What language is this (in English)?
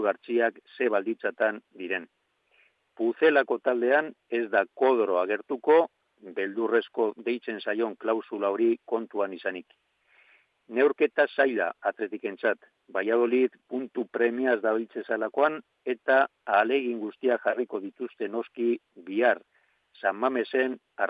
Basque